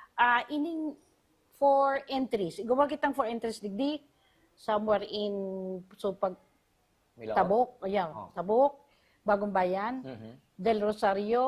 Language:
Bikol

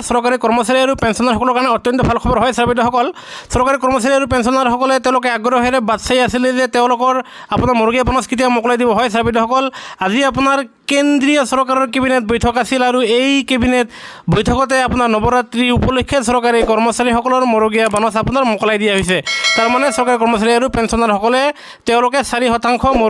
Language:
Assamese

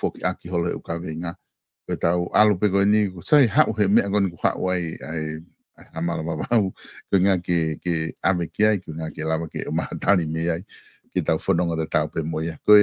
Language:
Tongan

